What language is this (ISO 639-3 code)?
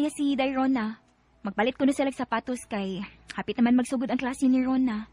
ceb